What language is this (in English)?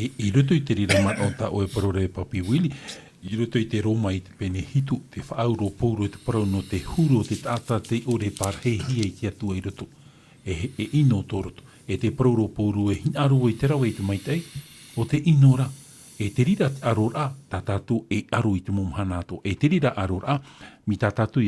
Tahitian